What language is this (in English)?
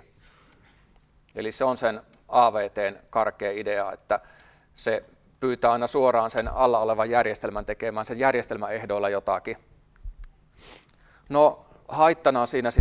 Finnish